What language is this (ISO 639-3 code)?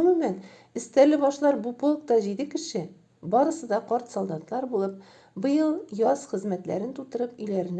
tat